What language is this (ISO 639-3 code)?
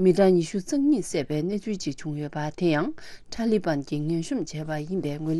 bod